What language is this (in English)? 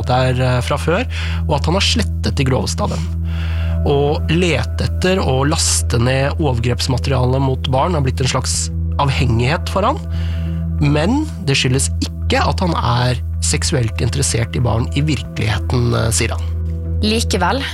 Norwegian